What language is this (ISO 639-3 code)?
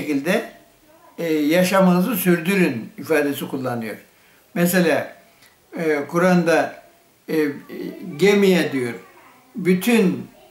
tur